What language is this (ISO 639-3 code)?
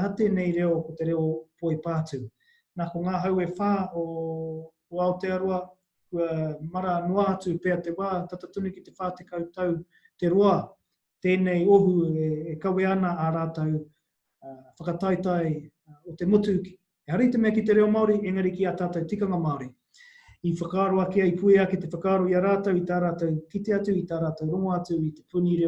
mri